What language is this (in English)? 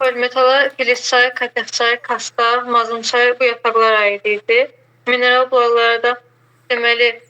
Azerbaijani